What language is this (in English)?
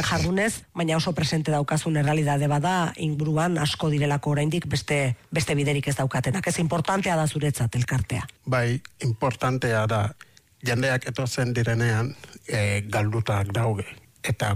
Basque